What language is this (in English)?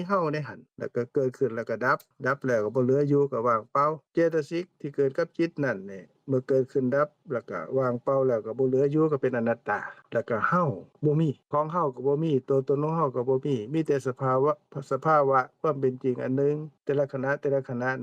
Lao